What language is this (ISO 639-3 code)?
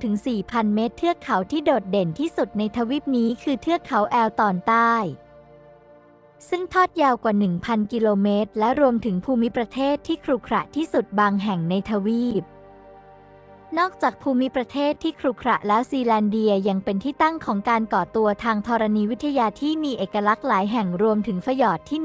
tha